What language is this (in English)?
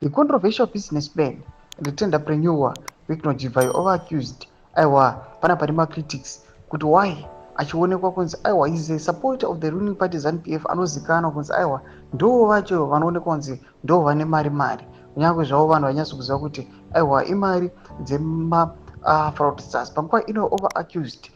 Shona